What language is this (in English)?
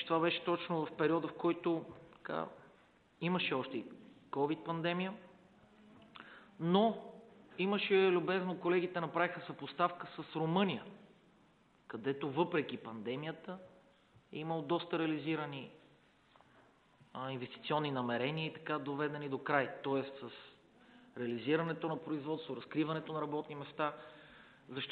Bulgarian